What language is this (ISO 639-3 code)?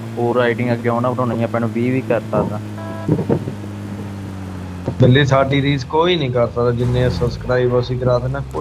pan